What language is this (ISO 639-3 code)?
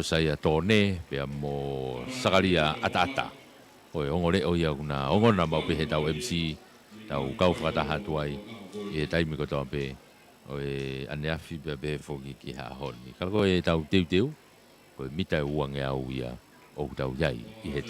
ton